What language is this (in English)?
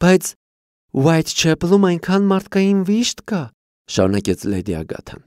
Armenian